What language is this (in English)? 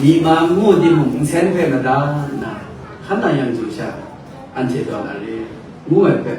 Kachin